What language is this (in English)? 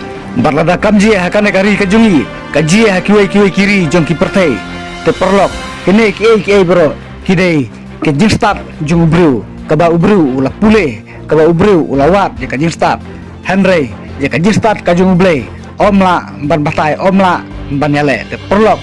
Khasi